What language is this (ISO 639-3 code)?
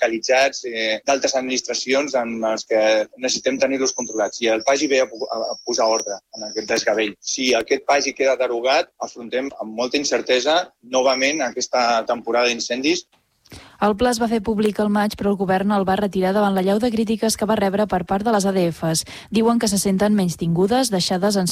cat